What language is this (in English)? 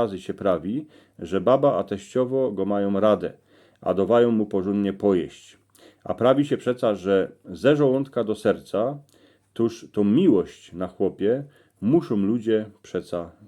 Silesian